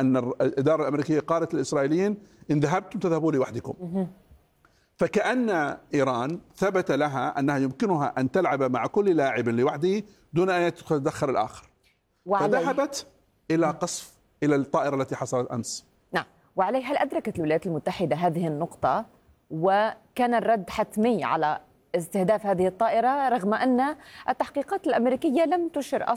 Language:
Arabic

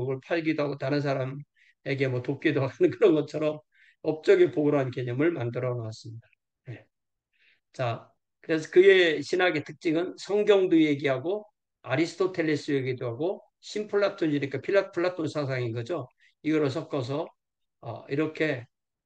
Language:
Korean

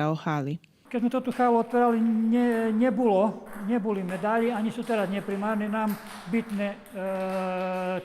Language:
Rusyn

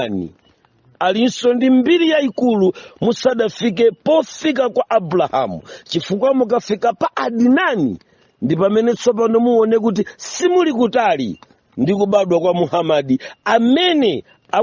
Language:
Nyanja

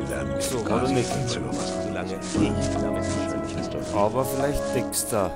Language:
Bavarian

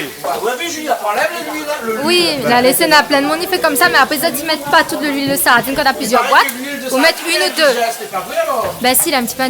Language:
Réunion Creole French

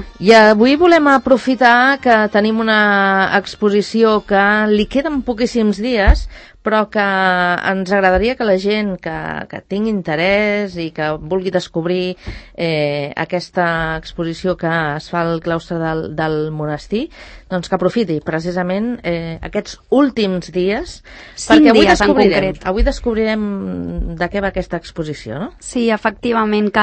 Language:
Catalan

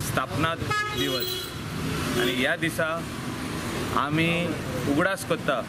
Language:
Konkani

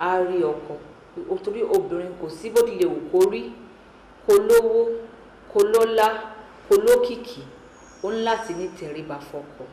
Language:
Yoruba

